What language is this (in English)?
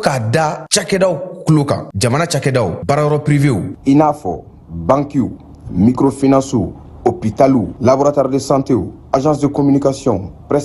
Bambara